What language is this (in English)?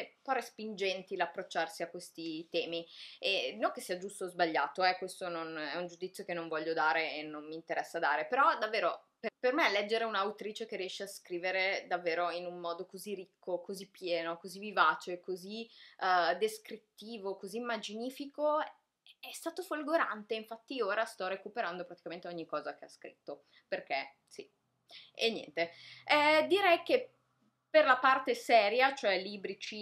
Italian